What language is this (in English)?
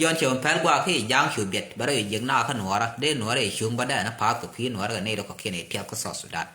Nuer